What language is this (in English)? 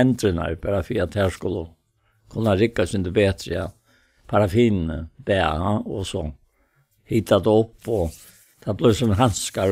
Faroese